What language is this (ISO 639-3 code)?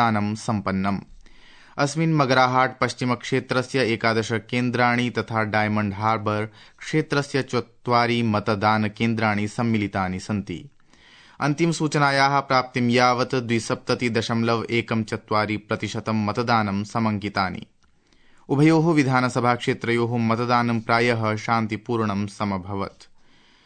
san